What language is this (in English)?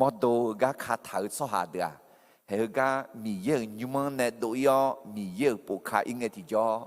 Akha